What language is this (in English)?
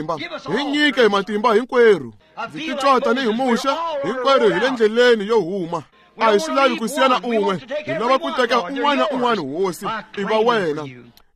Tsonga